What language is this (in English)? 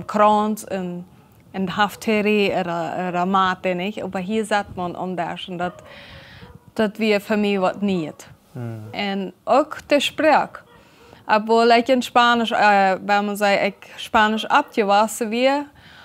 Plautdietsch